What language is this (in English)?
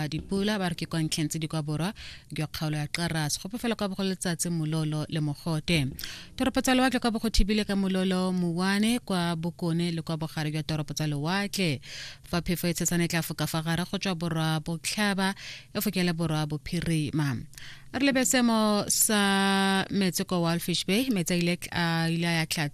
Tswana